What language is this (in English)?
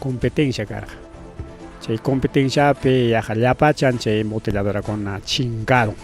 Ayacucho Quechua